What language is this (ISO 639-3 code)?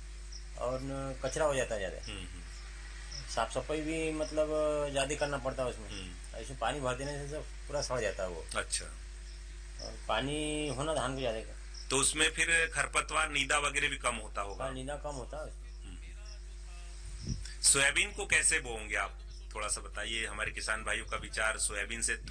hin